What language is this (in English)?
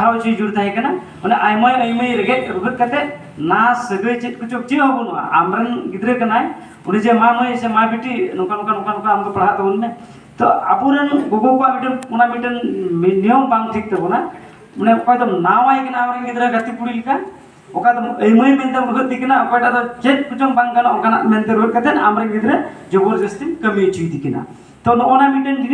Santali